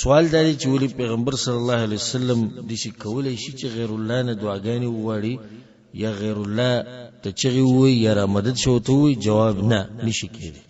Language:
Pashto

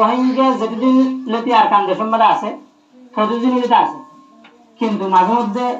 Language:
Rohingya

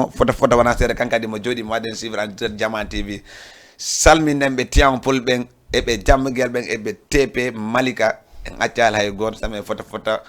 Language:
Fula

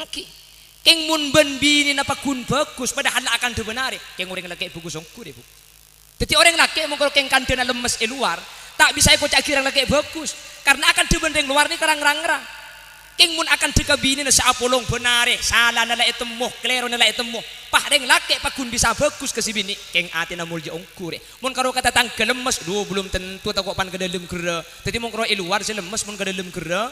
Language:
Madurese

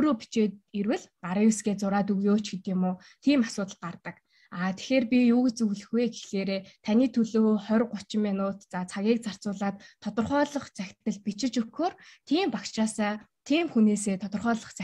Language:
Mongolian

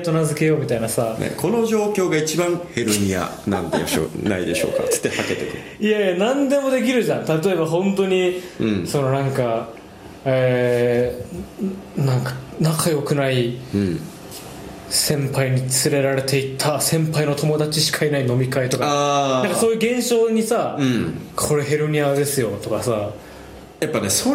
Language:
Japanese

